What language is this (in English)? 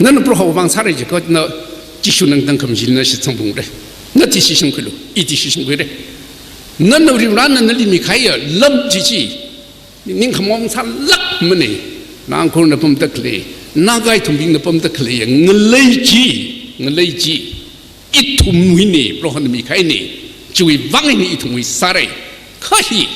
Tangkhul Naga (India)